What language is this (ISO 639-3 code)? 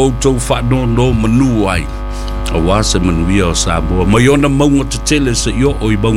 smo